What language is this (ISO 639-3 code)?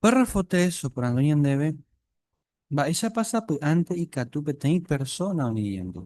grn